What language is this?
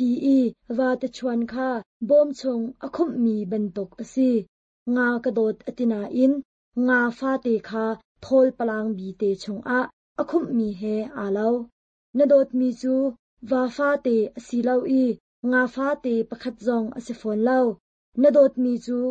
Hakha Chin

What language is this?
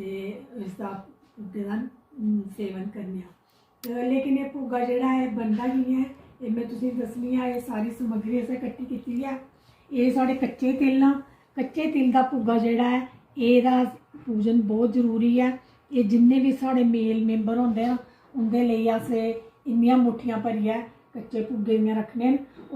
Dogri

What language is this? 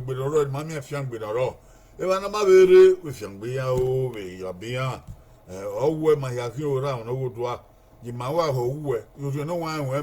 Bini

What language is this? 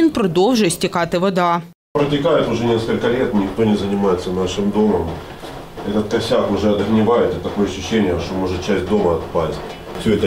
Ukrainian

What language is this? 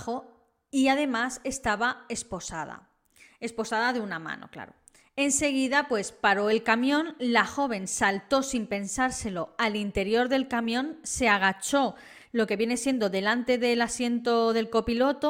Spanish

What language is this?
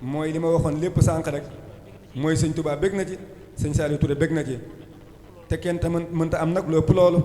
Wolof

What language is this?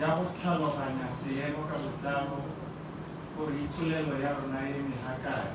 Tswana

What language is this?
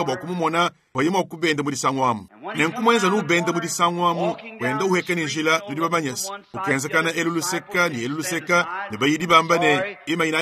Luba-Lulua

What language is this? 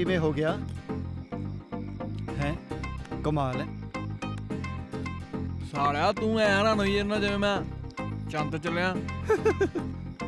Punjabi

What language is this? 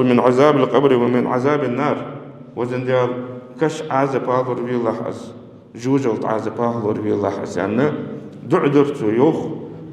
Ingush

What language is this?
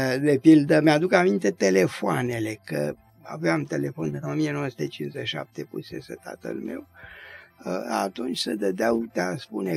Romanian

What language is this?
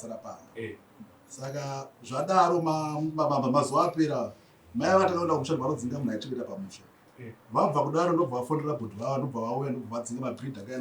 Shona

